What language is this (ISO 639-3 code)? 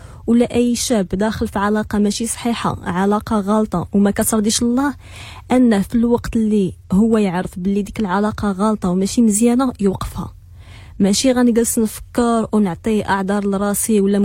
ary